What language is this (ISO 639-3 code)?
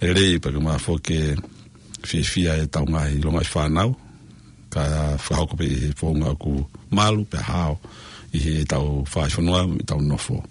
ton